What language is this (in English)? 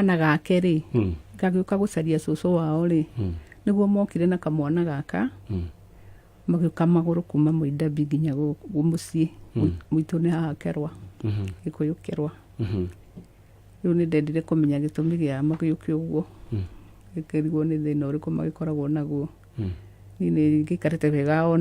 Kikuyu